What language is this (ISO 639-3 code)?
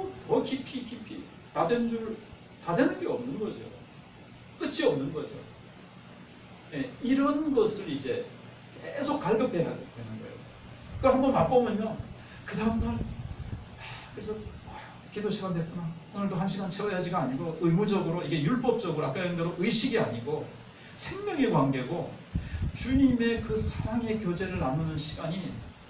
kor